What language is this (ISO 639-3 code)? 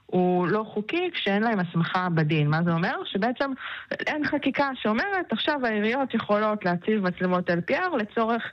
heb